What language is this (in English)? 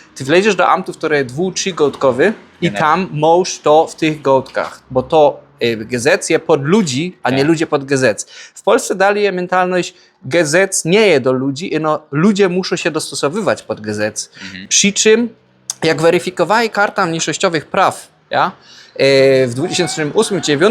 Silesian